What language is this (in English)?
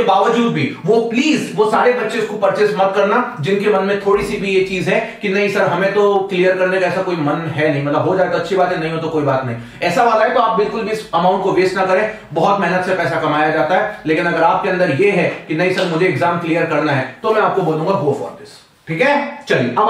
Hindi